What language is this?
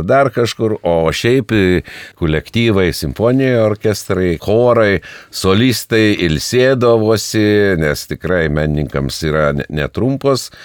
Lithuanian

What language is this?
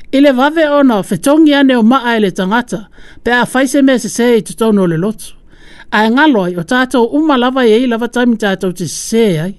Samoan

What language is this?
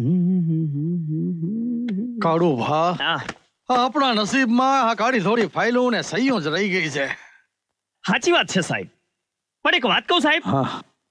Gujarati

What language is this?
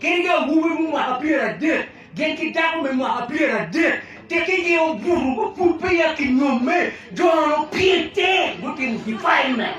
Acoli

